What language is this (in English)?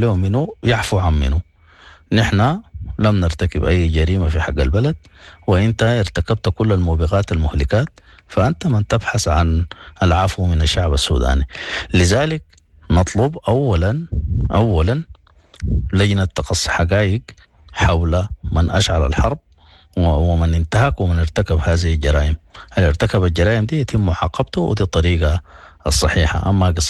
Sudanese Arabic